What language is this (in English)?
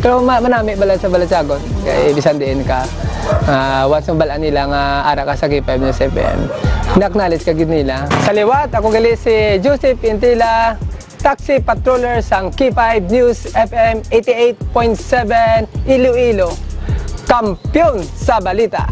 Hiligaynon